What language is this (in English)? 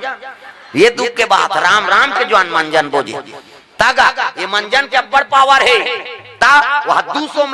Chhattisgarhi